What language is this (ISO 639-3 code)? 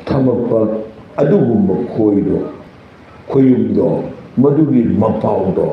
mni